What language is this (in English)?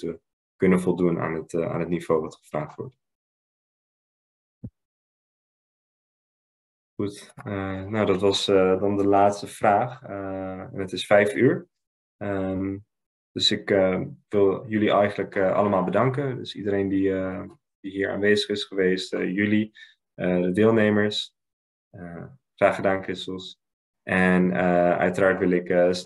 Dutch